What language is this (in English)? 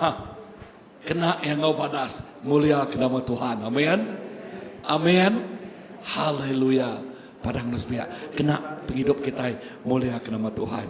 Iban